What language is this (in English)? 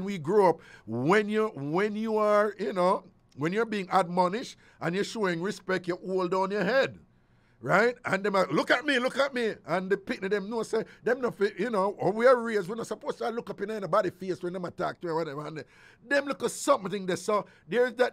Jamaican Creole English